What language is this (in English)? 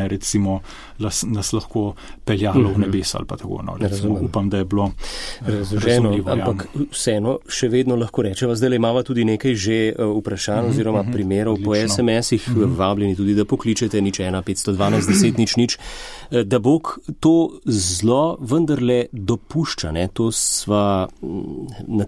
Slovenian